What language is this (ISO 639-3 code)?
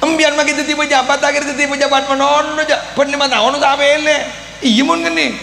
mad